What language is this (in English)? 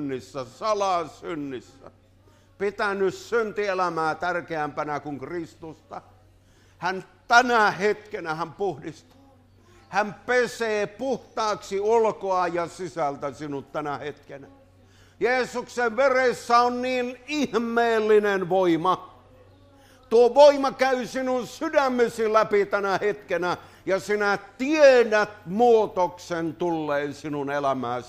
Finnish